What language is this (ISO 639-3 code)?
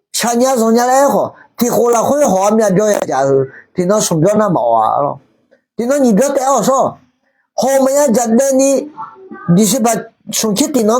ahk